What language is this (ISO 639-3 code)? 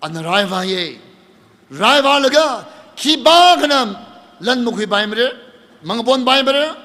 nmf